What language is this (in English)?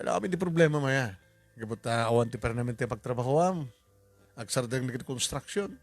Iloko